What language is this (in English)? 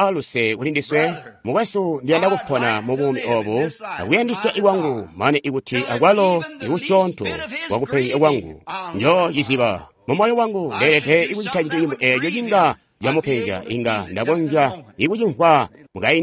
Tonga (Zambia)